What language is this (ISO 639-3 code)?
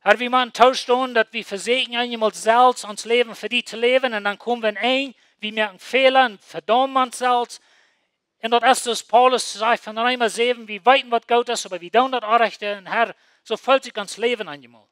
pdt